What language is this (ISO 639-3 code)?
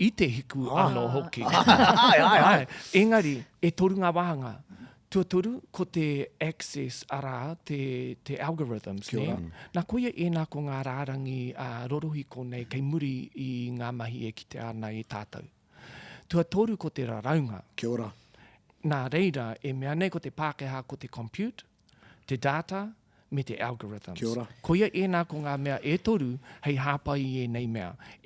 mri